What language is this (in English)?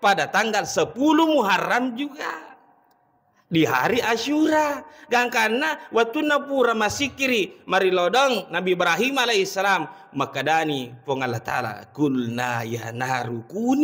Buginese